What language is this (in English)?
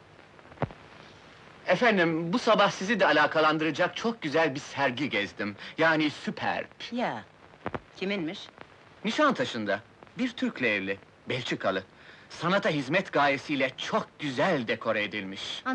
Turkish